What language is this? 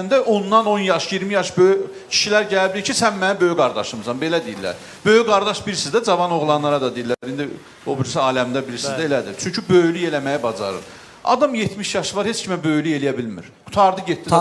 Azerbaijani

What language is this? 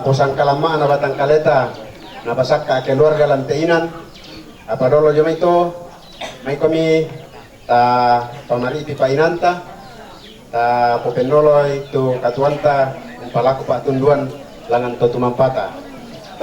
Toraja-Sa'dan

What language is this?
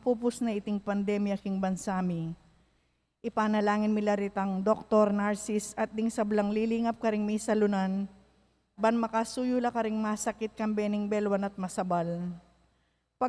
Pampanga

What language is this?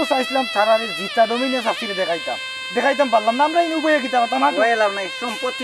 Sylheti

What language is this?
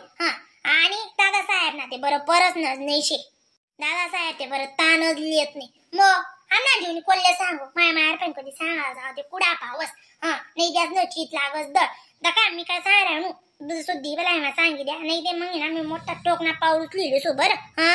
Khandesi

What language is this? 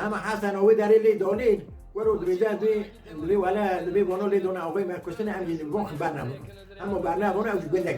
Kurdish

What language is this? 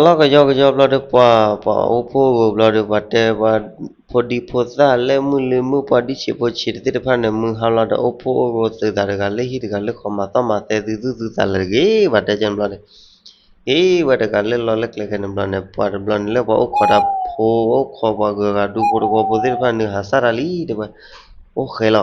S'gaw Karen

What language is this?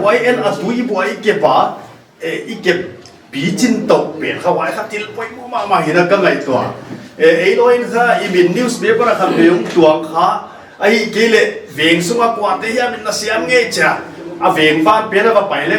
Paite Chin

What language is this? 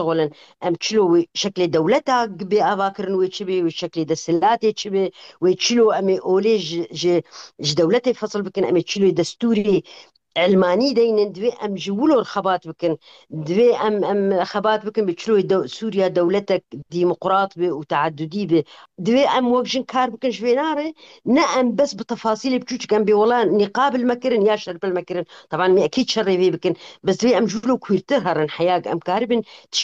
Kurdish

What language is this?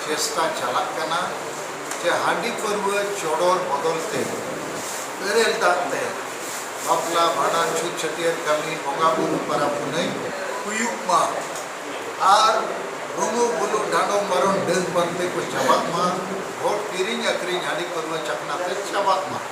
Santali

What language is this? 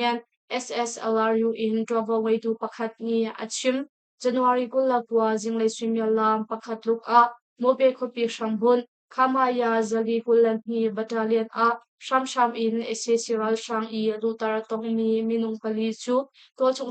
Hakha Chin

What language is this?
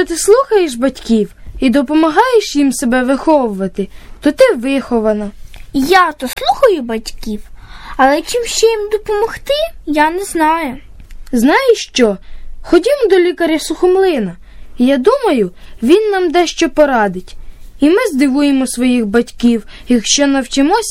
Ukrainian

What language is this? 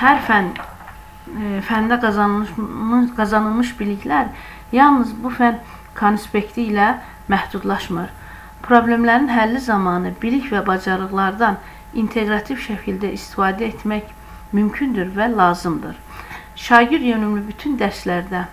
Azerbaijani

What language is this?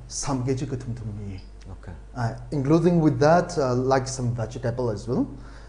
Tangkhul Naga (India)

